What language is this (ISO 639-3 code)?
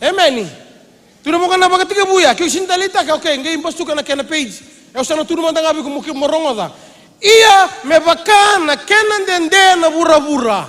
fij